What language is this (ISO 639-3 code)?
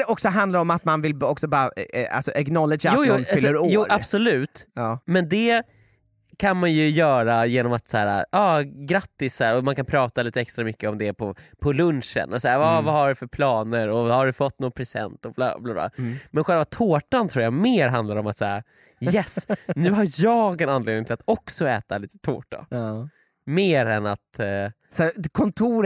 swe